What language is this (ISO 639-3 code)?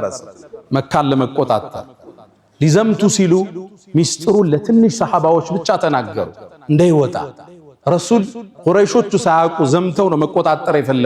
amh